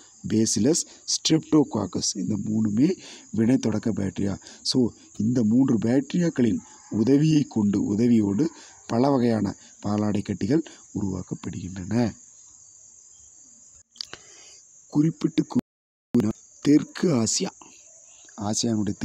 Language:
Tamil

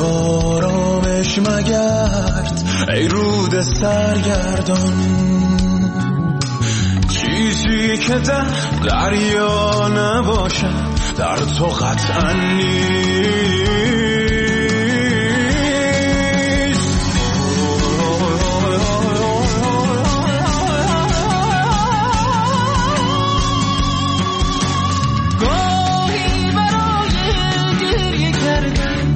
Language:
Persian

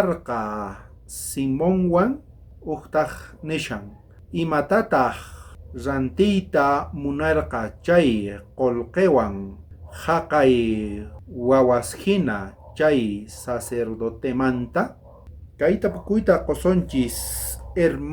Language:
South Bolivian Quechua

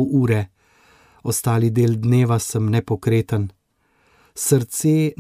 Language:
Slovenian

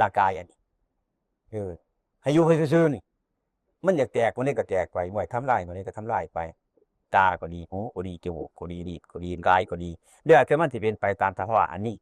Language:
Northeastern Thai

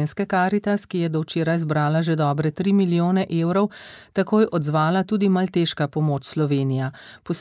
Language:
Slovenian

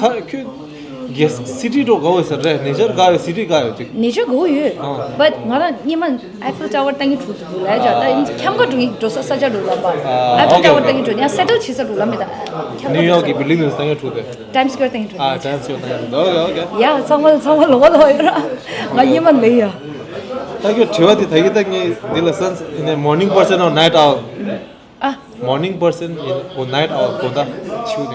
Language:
Tibetan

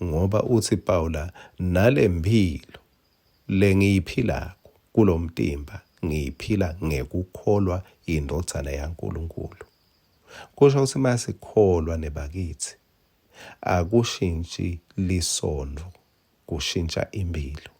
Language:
Swati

